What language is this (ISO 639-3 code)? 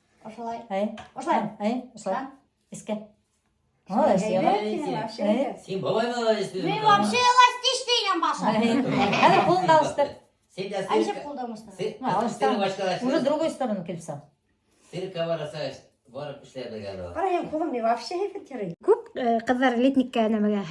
bak